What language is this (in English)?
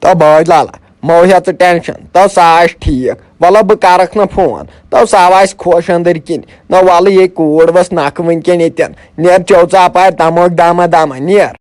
Kashmiri